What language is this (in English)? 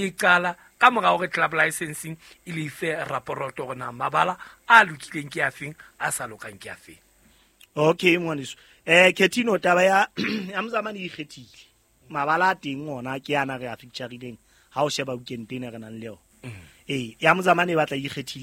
Southern Sotho